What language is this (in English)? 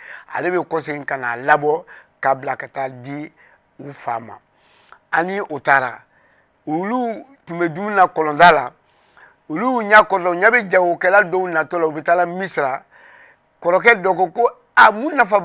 Bambara